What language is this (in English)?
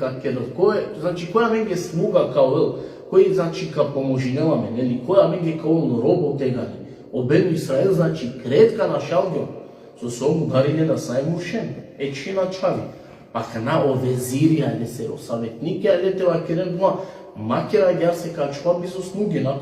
Balkan Romani